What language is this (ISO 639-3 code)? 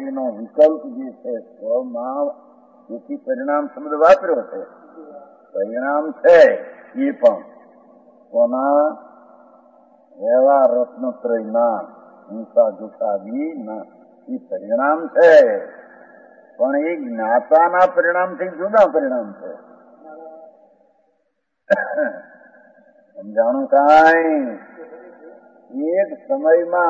guj